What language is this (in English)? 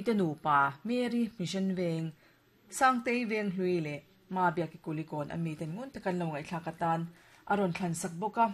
Mizo